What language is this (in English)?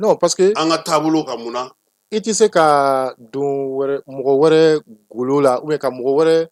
Bambara